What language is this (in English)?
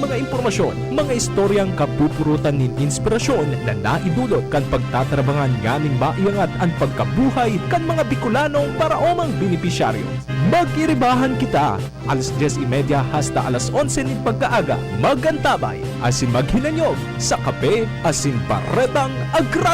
Bikol